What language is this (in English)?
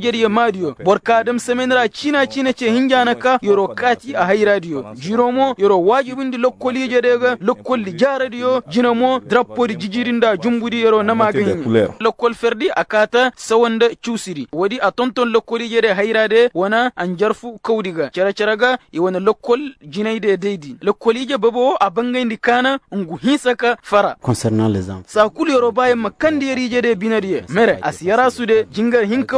Koyraboro Senni